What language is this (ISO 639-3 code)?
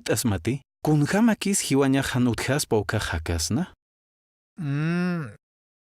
aym